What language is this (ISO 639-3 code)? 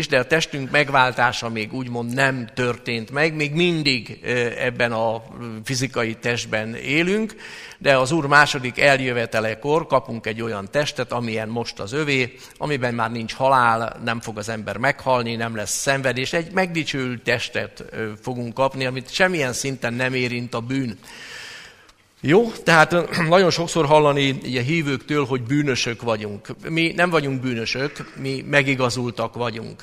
hun